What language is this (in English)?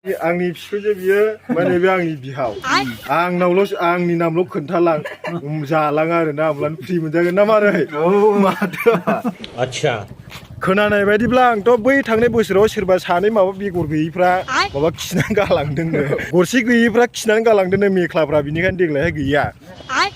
Bodo